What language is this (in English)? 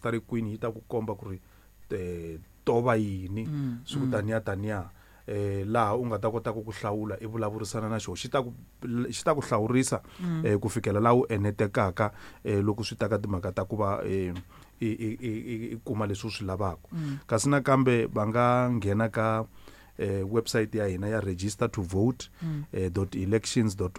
Tsonga